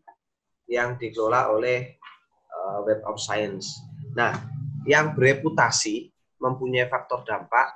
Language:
Indonesian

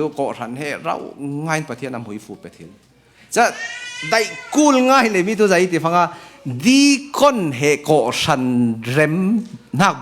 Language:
Falam Chin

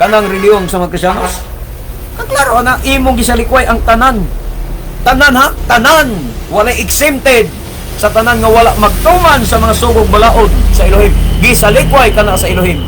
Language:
Cebuano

